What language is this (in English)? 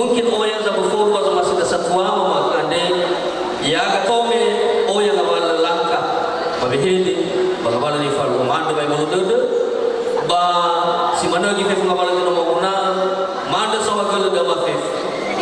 Nias